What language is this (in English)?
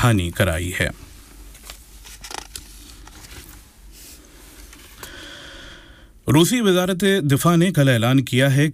Urdu